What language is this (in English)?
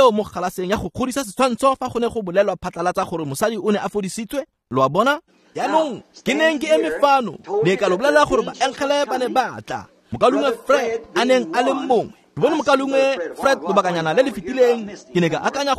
Tswana